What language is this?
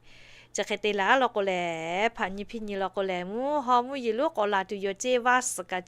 Lahu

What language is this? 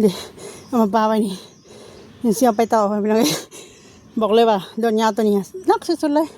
Lao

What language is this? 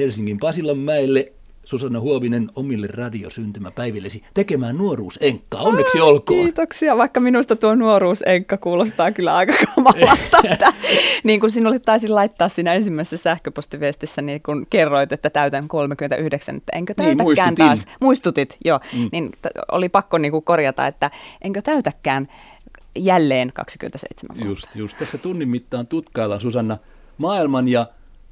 Finnish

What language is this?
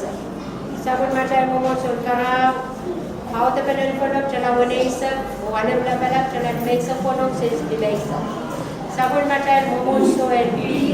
Pohnpeian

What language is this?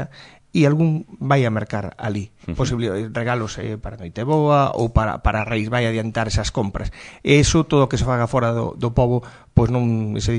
Galician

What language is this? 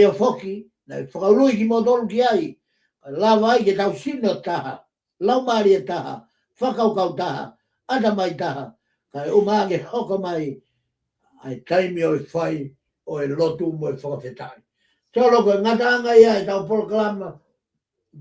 Tongan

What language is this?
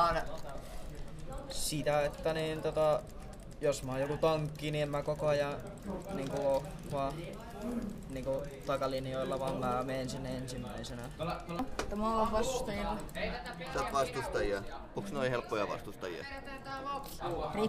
Finnish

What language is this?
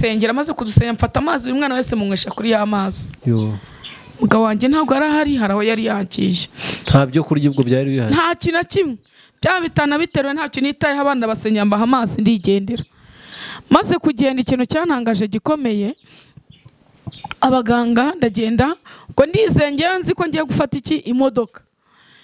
Kinyarwanda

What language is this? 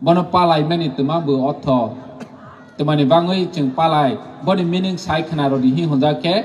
Kok Borok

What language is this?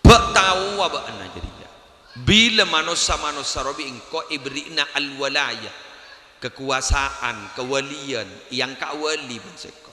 Madurese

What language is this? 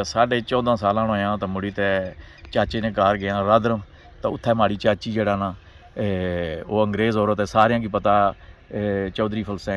Pahari-Potwari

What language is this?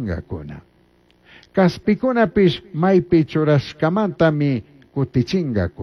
Chimborazo Highland Quichua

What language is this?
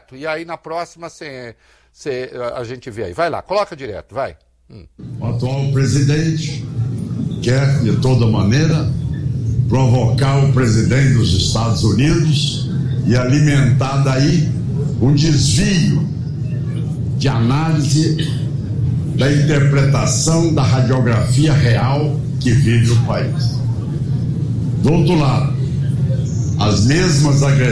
Portuguese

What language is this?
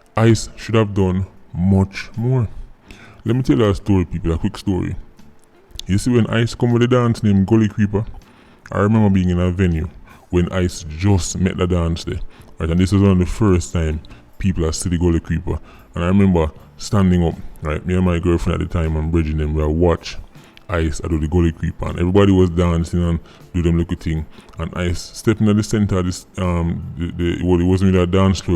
Jamaican Creole English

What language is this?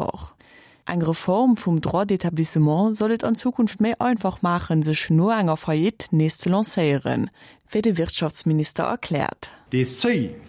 Luxembourgish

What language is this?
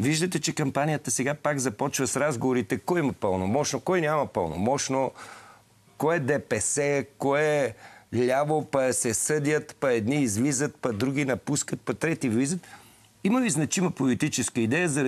Bulgarian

